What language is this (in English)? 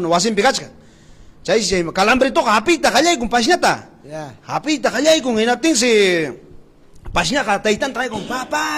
Ayacucho Quechua